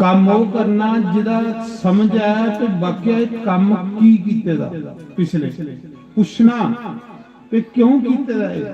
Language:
Dogri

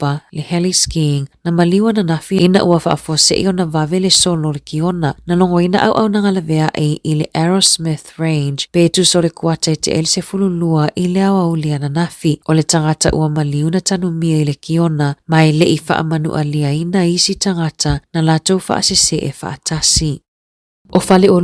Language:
Samoan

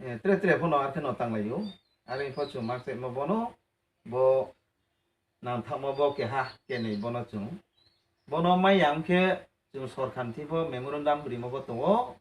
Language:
Riang (India)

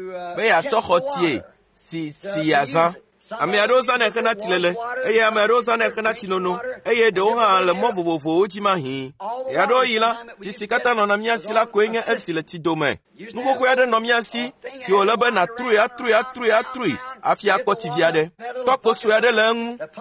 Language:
Ewe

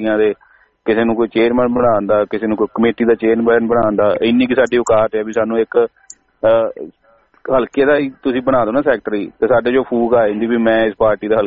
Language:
Punjabi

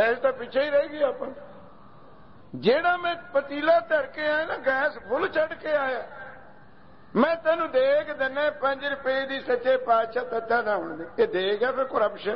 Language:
Punjabi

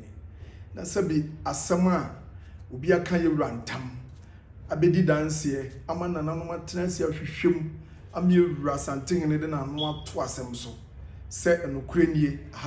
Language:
Akan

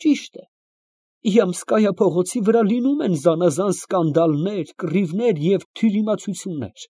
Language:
Armenian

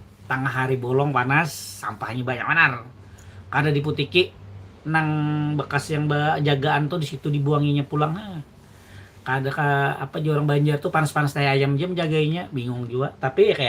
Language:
Banjar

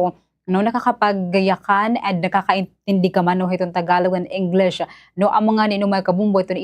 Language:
Waray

